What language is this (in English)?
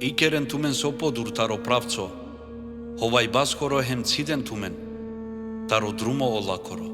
Balkan Romani